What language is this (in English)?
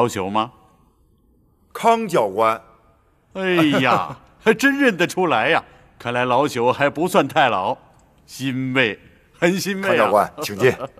Chinese